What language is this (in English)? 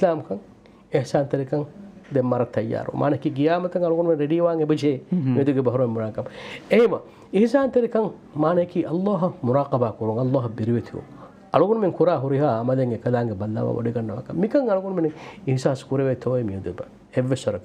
Divehi